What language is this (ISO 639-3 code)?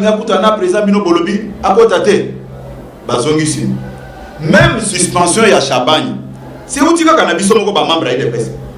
lin